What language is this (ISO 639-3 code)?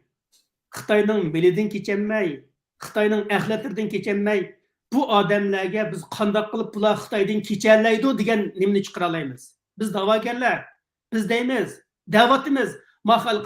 uig